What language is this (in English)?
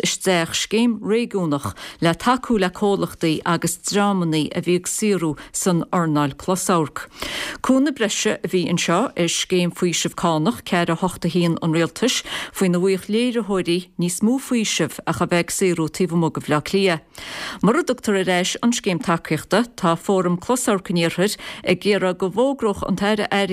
Irish